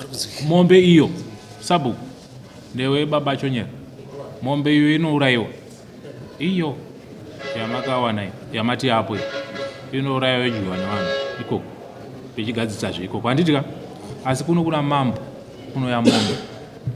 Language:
Shona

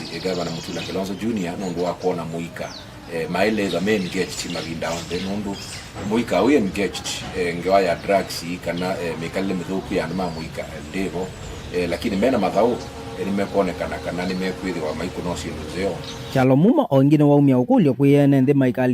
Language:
Kamba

